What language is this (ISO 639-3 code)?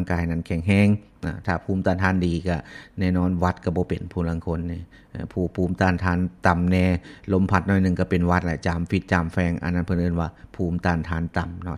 lao